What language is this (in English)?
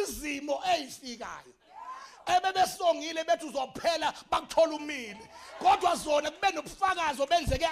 Zulu